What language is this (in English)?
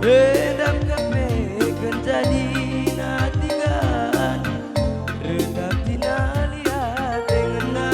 Batak Karo